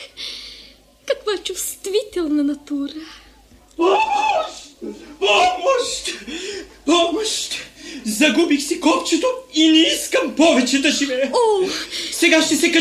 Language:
Bulgarian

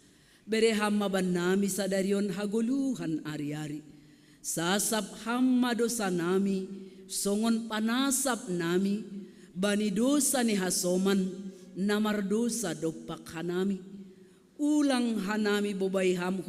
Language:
Batak Simalungun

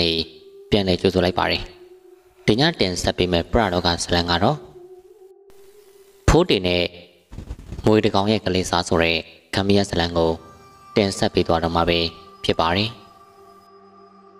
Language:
Burmese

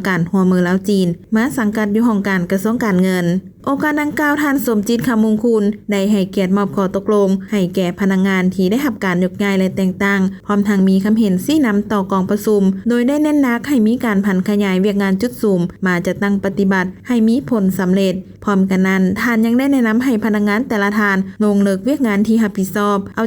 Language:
Lao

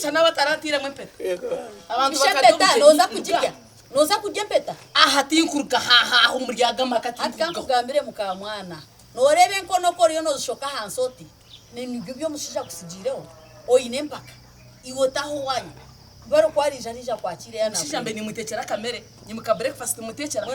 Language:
Nyankole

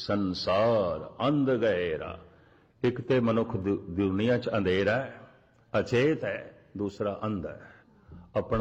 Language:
Punjabi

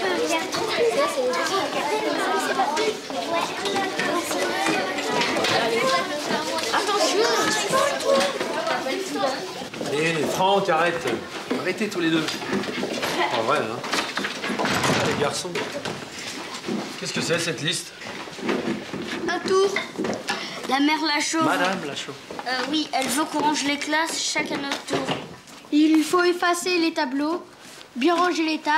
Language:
French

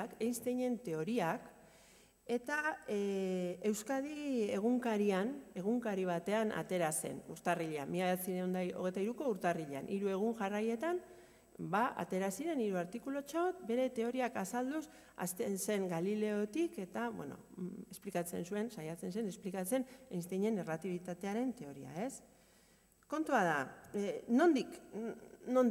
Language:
Basque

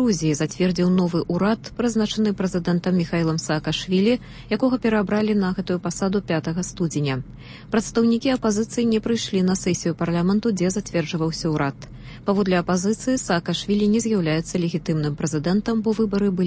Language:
Belarusian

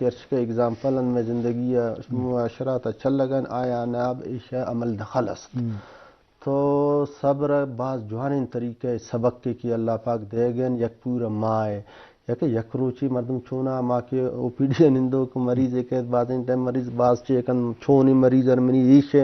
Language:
Eastern Balochi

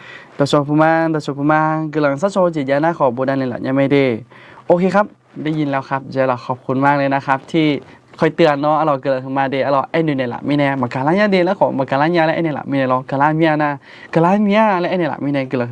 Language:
Akha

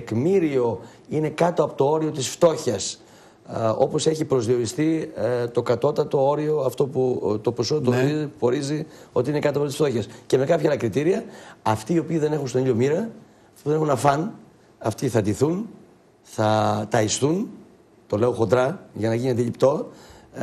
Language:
Greek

